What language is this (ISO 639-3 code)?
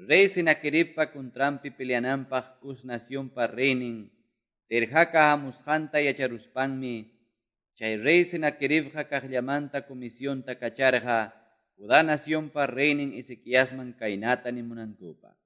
que